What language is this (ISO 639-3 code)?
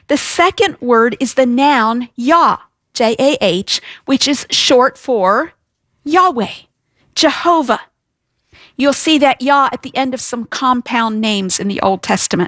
eng